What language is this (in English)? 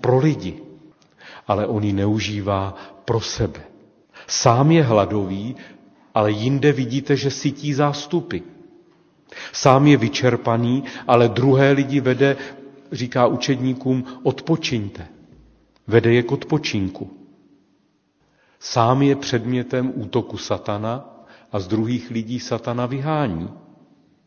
Czech